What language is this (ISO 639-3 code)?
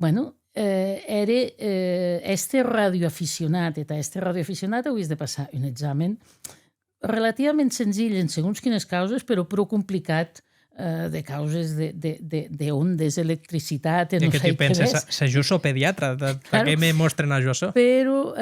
oci